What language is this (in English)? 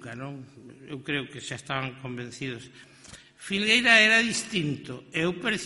Galician